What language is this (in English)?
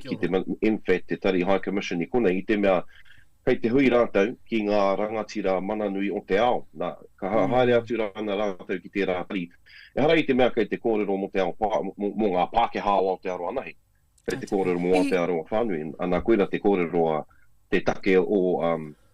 Māori